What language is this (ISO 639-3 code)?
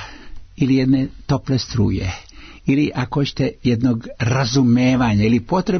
srp